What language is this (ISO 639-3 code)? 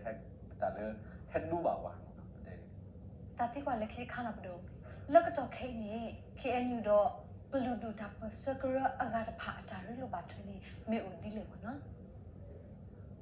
ksw